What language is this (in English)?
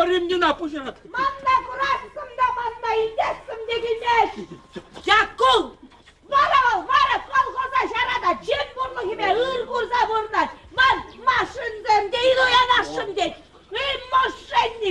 Chuvash